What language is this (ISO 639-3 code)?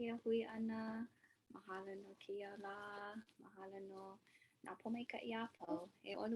haw